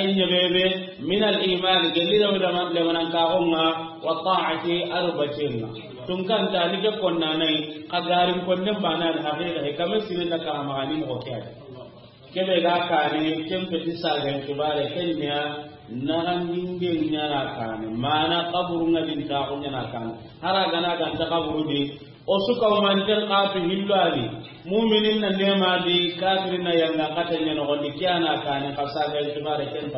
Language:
Soninke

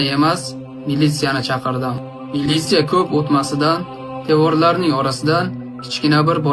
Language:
Uzbek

